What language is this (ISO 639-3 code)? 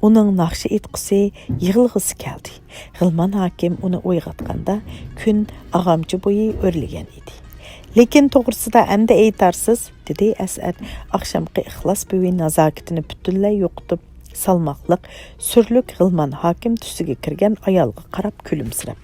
uig